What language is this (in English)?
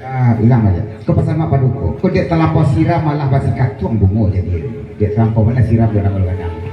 Minangkabau